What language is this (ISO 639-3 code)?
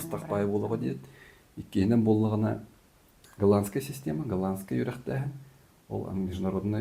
sah